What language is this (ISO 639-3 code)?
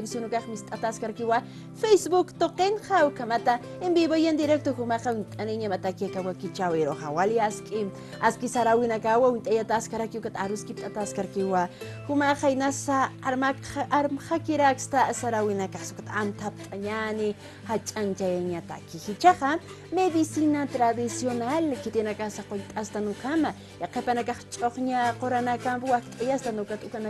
aym